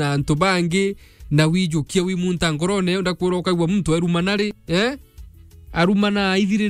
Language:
Meru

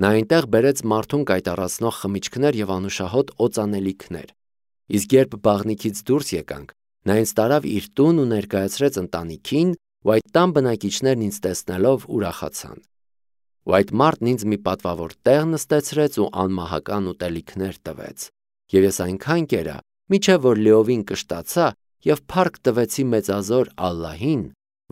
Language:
Armenian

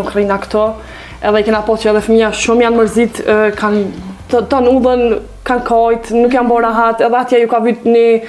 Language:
Albanian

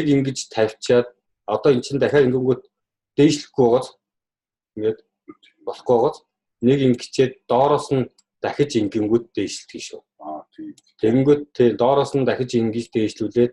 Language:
Mongolian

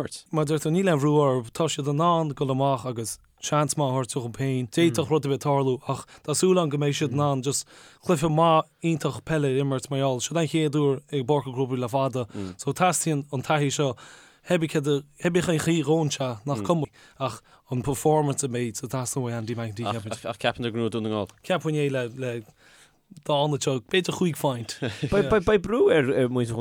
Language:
Irish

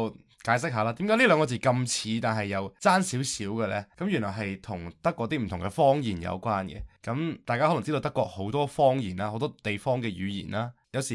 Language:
Cantonese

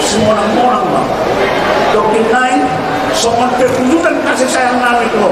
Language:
Batak Toba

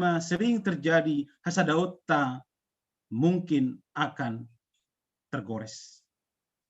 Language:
Batak Simalungun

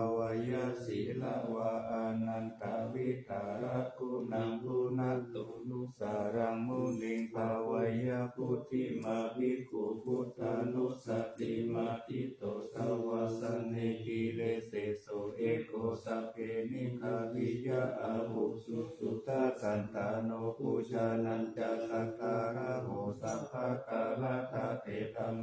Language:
Pali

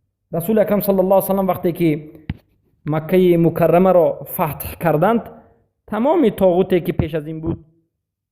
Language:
Persian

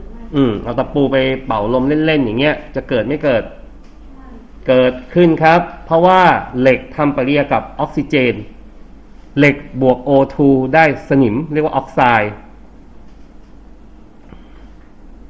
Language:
Thai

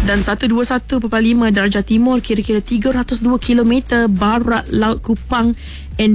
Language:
Malay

